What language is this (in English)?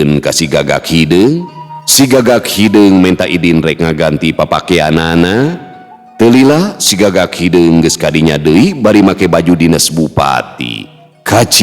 Sundanese